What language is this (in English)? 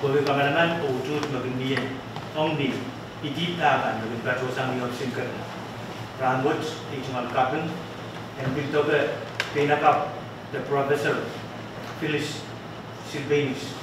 Pohnpeian